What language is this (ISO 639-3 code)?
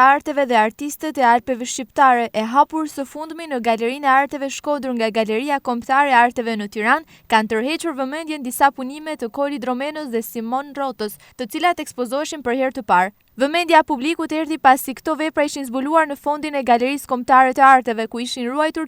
sqi